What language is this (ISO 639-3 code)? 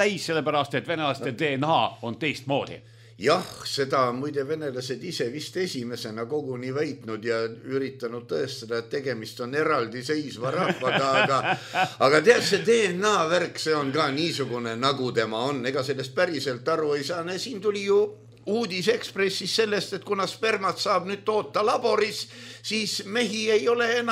est